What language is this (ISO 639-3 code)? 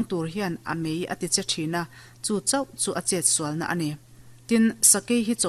lus